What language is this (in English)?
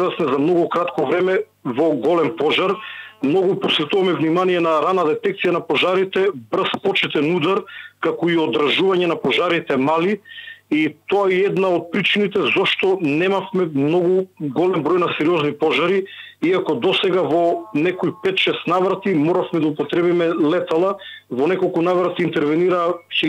Macedonian